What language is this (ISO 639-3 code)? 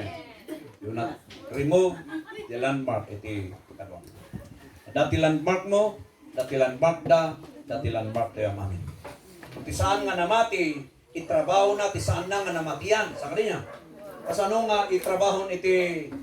ilo